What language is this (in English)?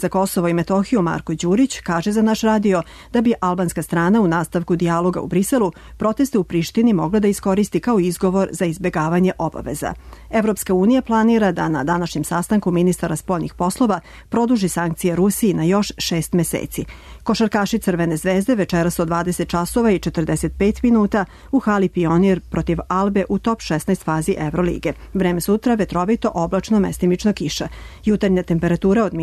Serbian